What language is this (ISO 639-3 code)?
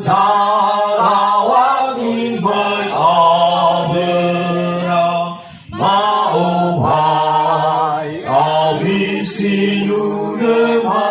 nia